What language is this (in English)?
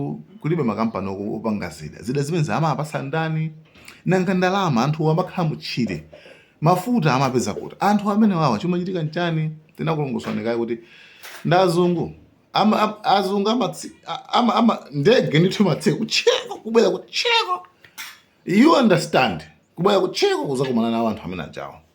Nyanja